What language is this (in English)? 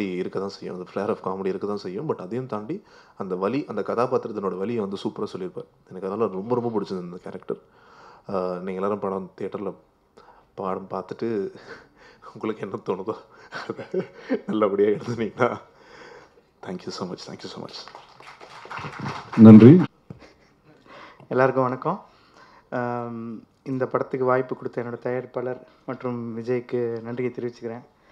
Tamil